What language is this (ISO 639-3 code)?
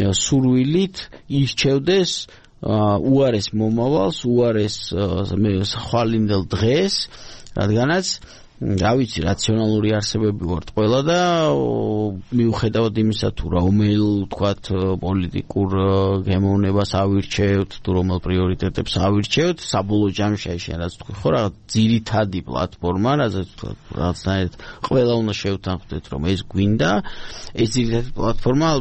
kat